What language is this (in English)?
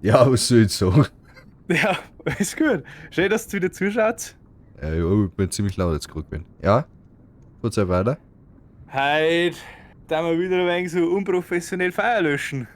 Bavarian